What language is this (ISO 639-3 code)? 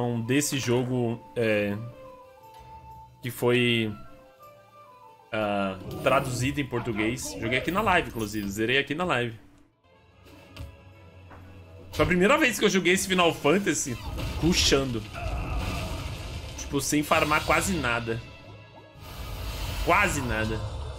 por